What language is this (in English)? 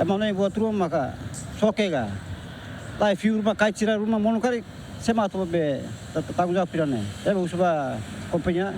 Tetum